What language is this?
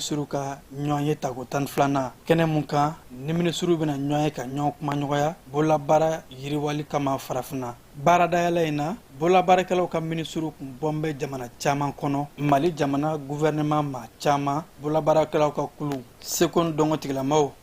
Bambara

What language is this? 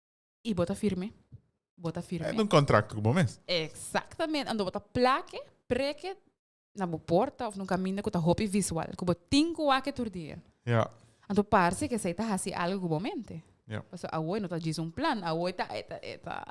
Papiamento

